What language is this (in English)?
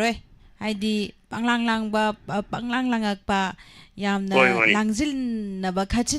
Manipuri